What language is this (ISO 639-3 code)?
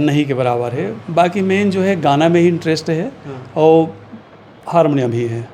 hne